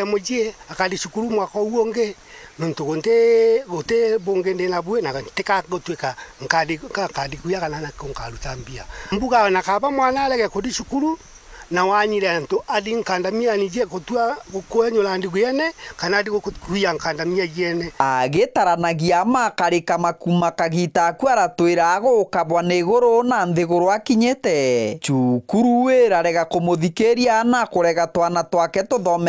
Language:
Meru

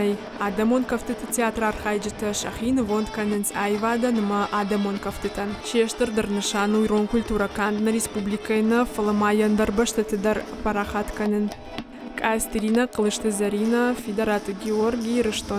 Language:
Ossetic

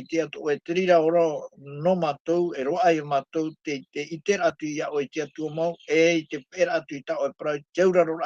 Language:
Tahitian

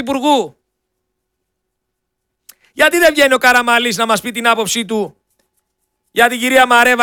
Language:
Greek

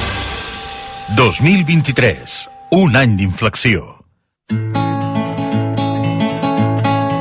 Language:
Catalan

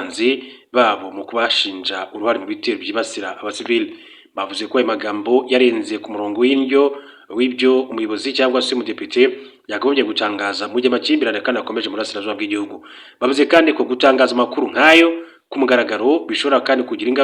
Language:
Kinyarwanda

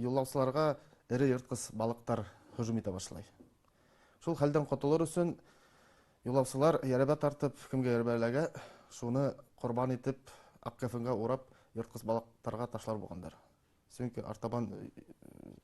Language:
Bashkir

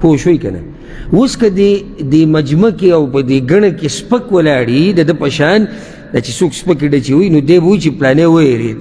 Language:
Pashto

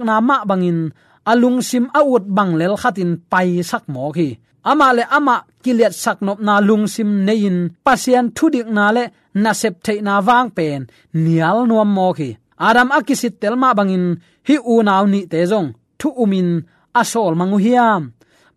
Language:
Tedim Chin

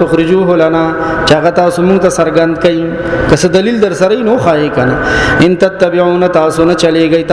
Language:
Pashto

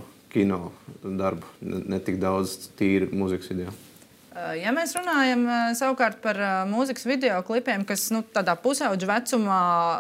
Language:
Latvian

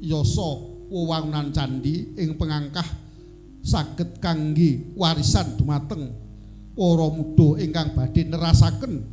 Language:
Javanese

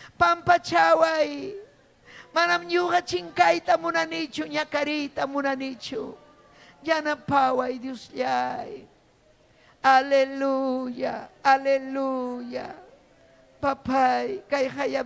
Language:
Ayacucho Quechua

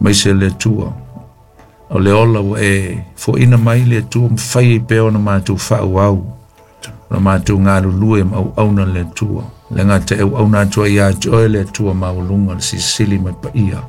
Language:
Samoan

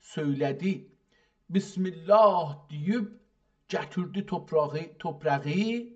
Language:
South Azerbaijani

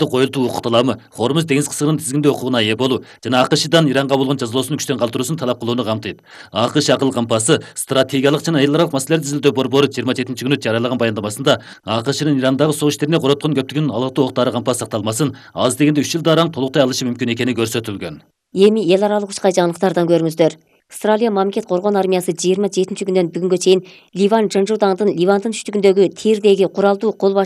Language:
Kyrgyz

